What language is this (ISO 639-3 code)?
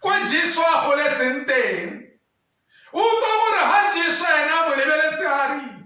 tsn